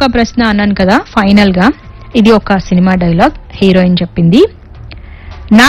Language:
Telugu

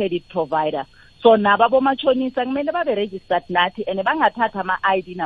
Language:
South Ndebele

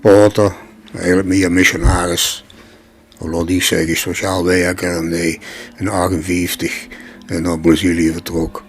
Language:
Limburgish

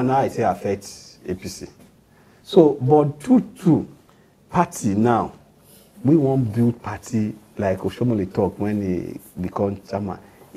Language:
Nigerian Pidgin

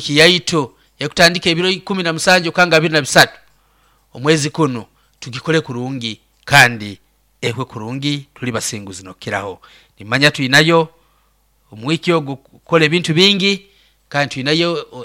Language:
Nyoro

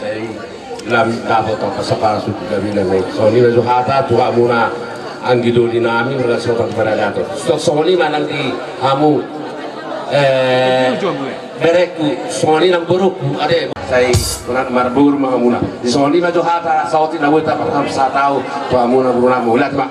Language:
Batak Toba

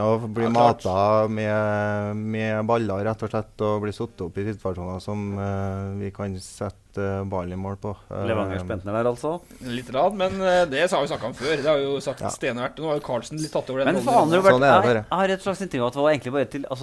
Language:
Norwegian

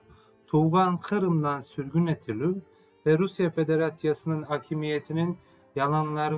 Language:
Crimean Tatar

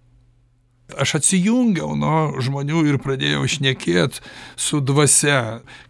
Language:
Lithuanian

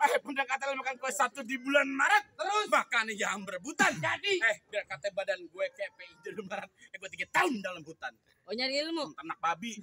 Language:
Betawi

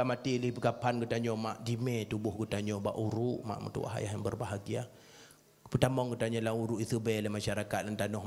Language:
Achinese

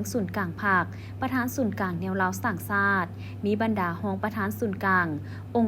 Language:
Lao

